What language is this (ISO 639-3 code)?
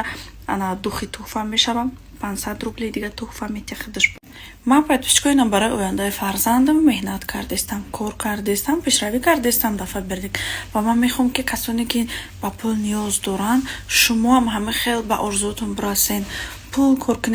tgk